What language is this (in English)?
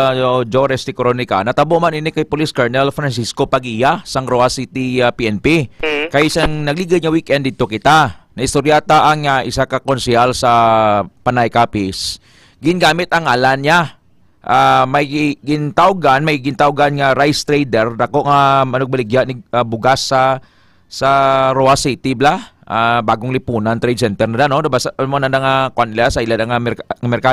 Hiligaynon